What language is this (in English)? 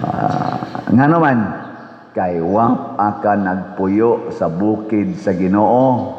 Cebuano